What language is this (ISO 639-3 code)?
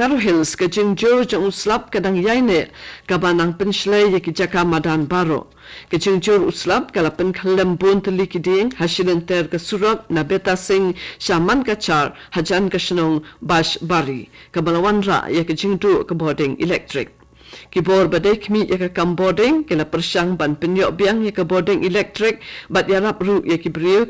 kha